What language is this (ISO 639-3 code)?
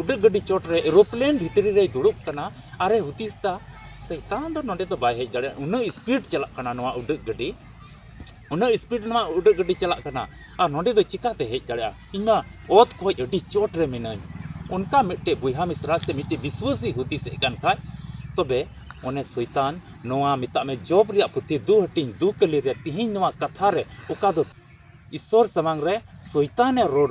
sat